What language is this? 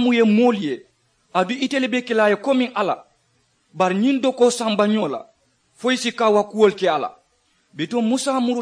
Mandingo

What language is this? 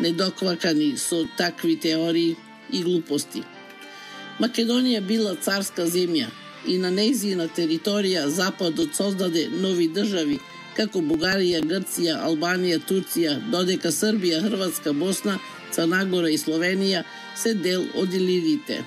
Macedonian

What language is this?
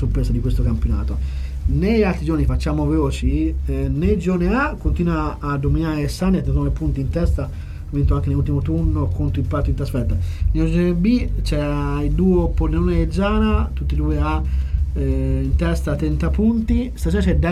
Italian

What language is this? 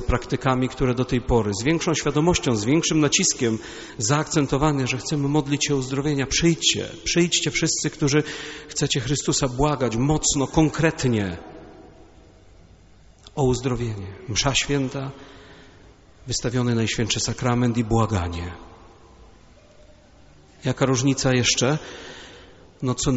Polish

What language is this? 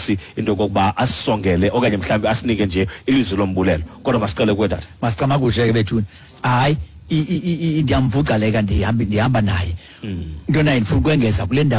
Xhosa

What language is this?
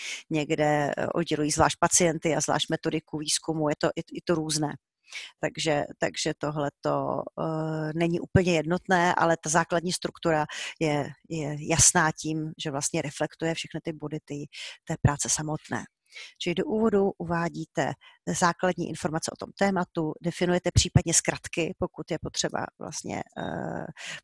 Czech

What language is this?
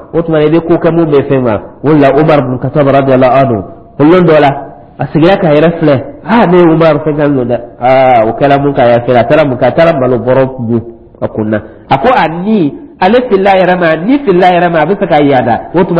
Dyula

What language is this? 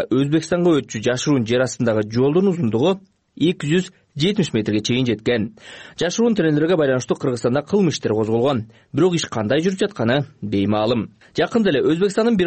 Kyrgyz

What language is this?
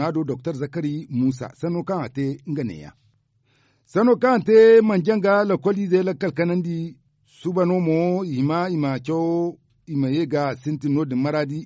Zarma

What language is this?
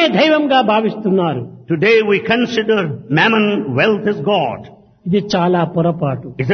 Telugu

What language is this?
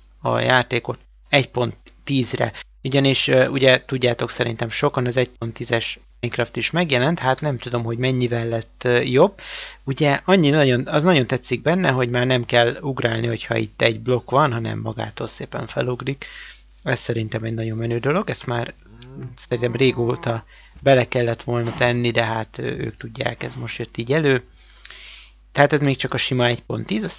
Hungarian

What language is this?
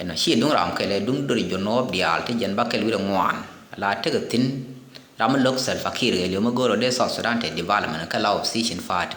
Nuer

